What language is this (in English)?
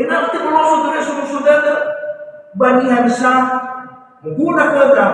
Nias